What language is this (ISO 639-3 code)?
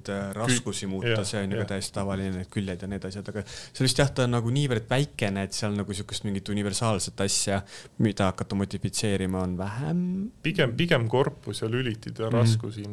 est